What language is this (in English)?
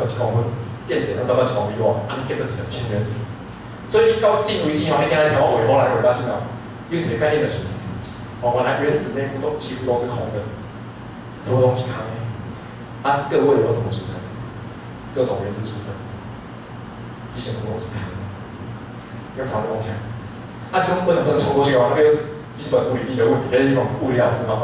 Min Nan Chinese